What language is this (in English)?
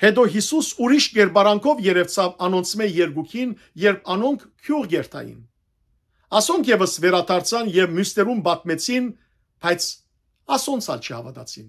Western Armenian